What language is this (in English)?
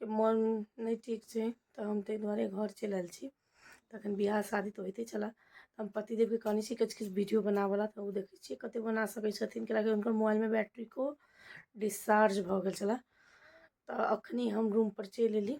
Maithili